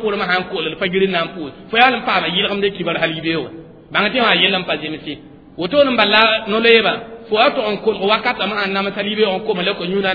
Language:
Mossi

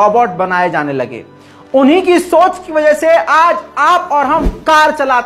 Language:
Hindi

